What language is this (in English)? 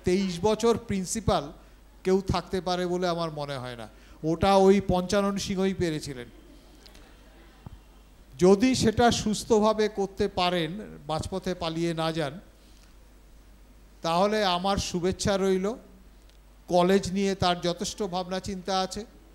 Bangla